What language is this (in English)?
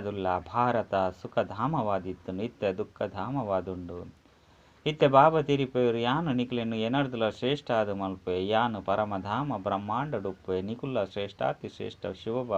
Tulu